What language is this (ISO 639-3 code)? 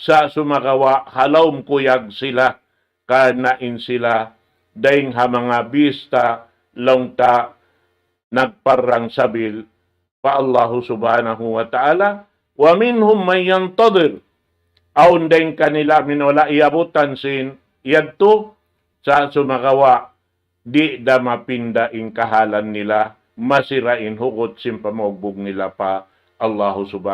tsg